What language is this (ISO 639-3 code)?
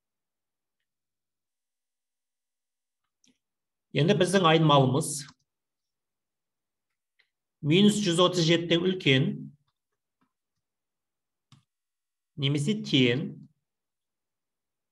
kaz